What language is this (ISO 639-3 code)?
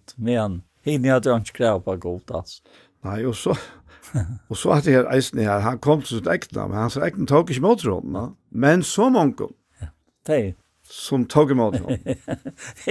fao